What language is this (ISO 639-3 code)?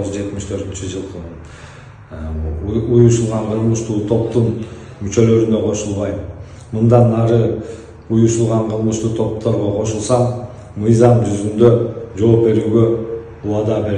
kir